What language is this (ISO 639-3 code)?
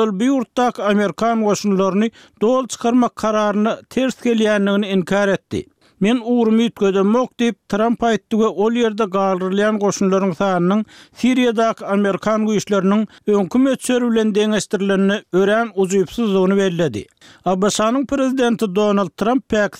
tuk